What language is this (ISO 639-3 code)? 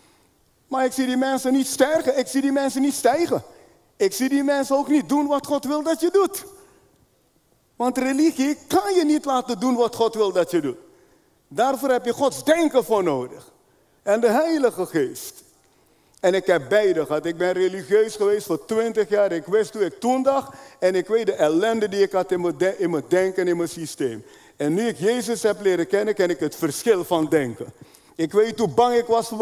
nld